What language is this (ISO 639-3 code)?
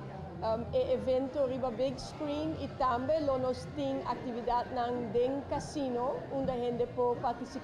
pap